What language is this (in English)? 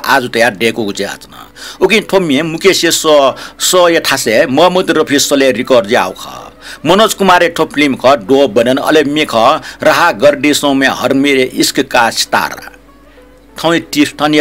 Newari